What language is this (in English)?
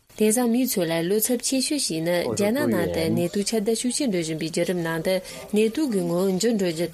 Tibetan